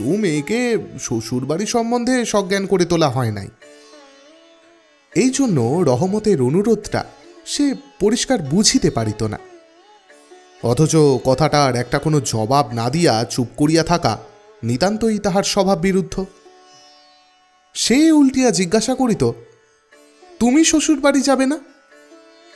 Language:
Bangla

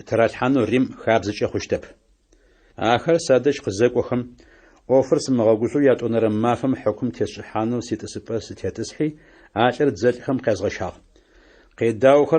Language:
Adyghe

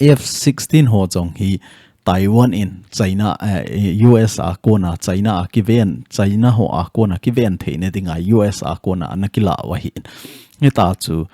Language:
Thado Chin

